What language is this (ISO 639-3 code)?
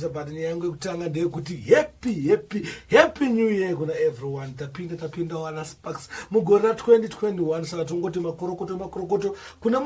sna